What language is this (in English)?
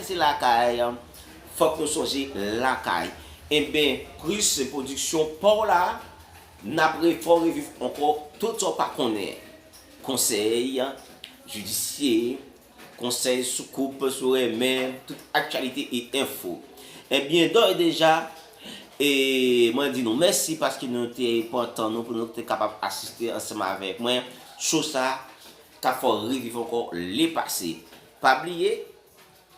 Haitian Creole